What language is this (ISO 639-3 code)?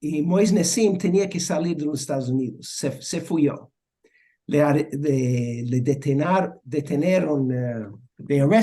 lad